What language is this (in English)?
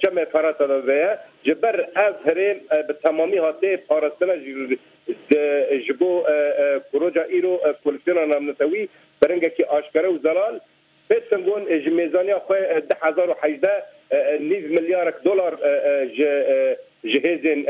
Kurdish